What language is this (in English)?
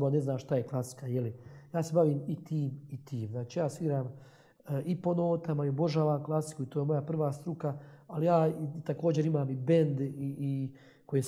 Croatian